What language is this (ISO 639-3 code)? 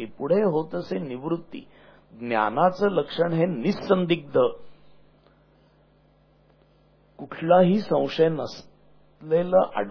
mar